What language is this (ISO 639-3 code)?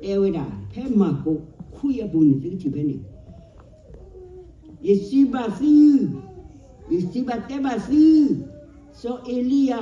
ksw